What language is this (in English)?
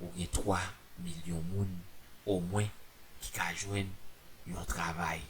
Haitian Creole